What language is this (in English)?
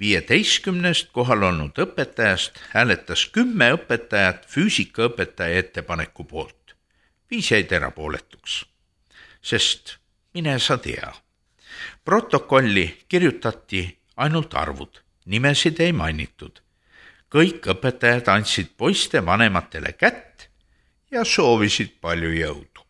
Estonian